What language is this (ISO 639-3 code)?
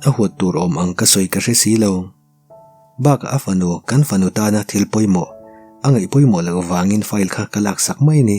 lus